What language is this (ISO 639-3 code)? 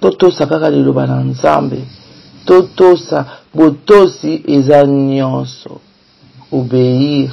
lin